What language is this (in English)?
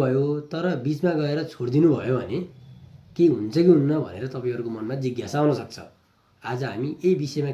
Nepali